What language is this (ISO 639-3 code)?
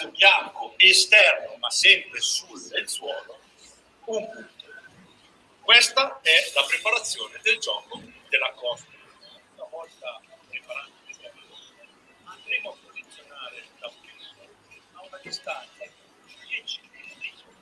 ita